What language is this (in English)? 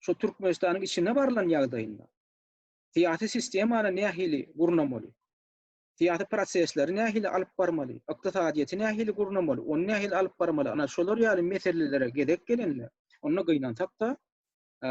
Turkmen